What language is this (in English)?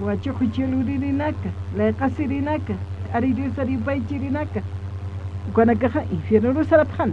Aymara